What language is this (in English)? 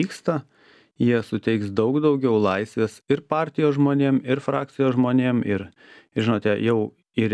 Lithuanian